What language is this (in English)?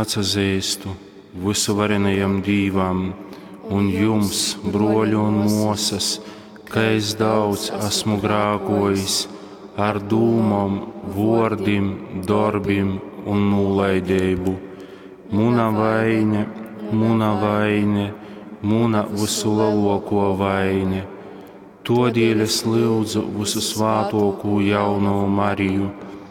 Latgalian